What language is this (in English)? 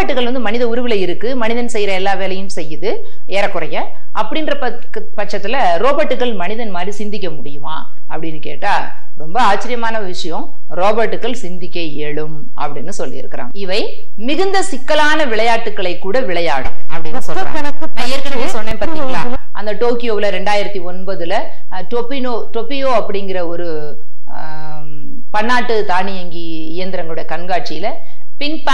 Tamil